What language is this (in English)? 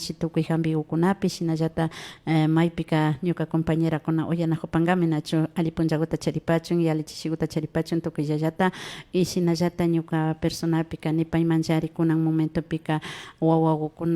Imbabura Highland Quichua